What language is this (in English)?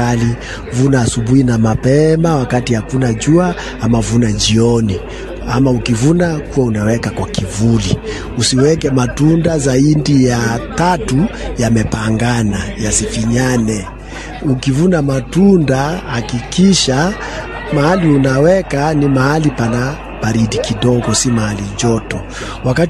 Swahili